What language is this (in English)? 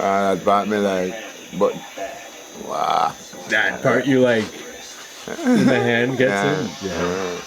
Jamaican Creole English